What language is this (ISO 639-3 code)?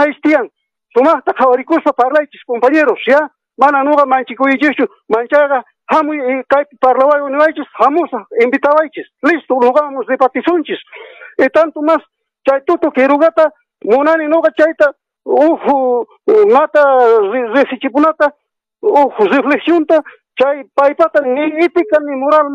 que